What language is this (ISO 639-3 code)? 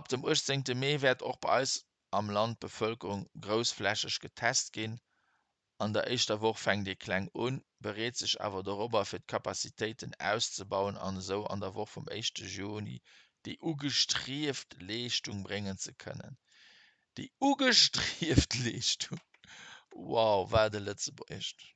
ltz